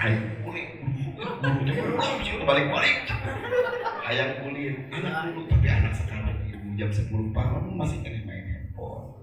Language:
Sundanese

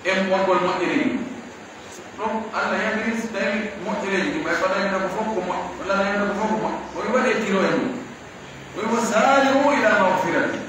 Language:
Pular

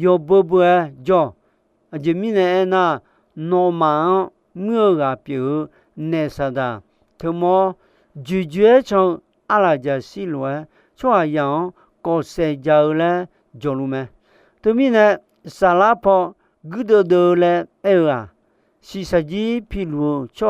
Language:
Akha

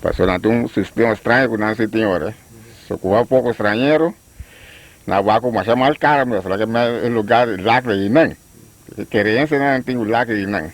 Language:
Papiamento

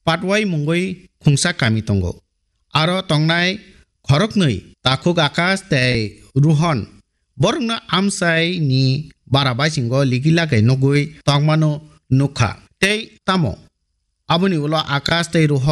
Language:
Kok Borok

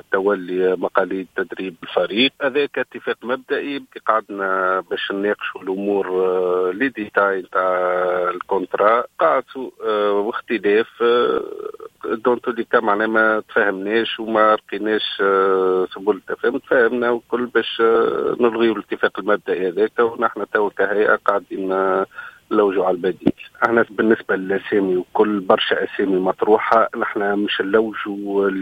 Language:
Tunisian Arabic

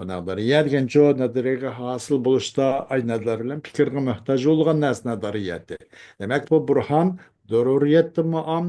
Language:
Uyghur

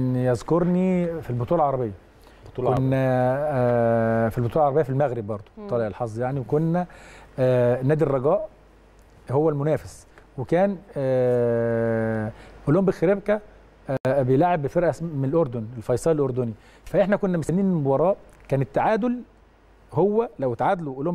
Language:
Egyptian Arabic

